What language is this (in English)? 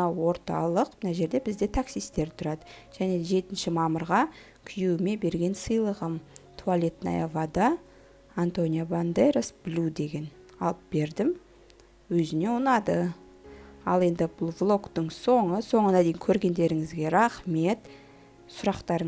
Kazakh